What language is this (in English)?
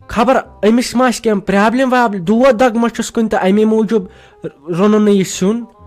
Kashmiri